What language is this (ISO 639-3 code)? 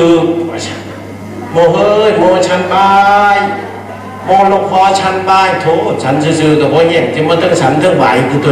tts